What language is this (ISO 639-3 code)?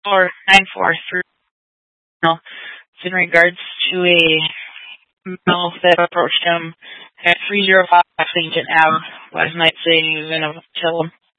eng